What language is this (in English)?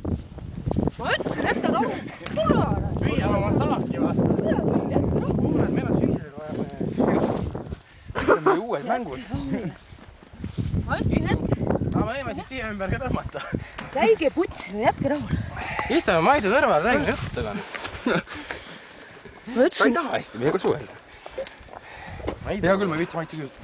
Estonian